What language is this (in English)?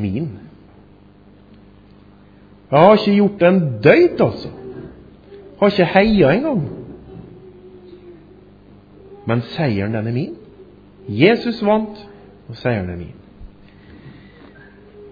Norwegian